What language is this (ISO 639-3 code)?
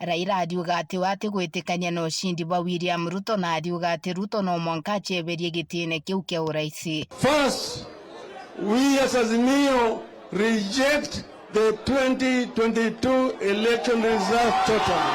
mer